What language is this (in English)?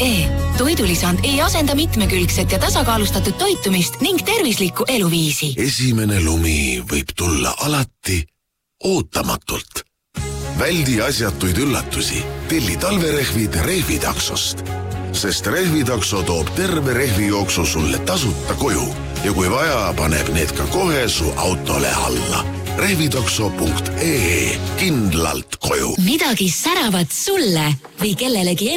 Estonian